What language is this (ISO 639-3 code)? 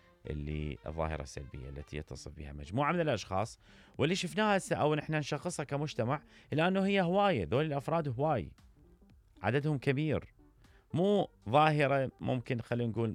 acm